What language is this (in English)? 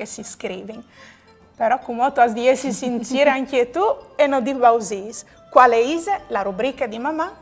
Friulian